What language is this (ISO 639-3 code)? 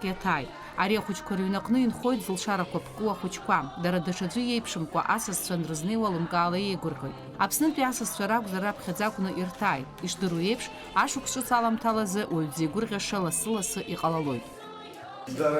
abk